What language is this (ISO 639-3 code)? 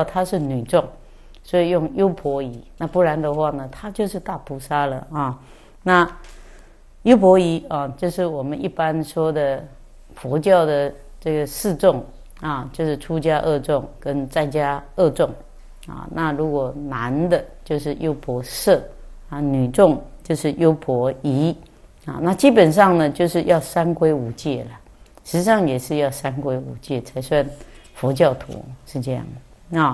zho